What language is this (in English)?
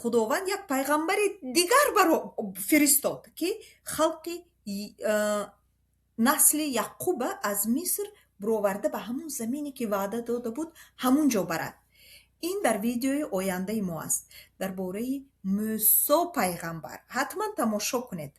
Tajik